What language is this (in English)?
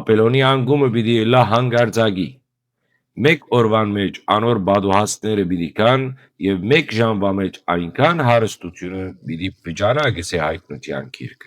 Western Armenian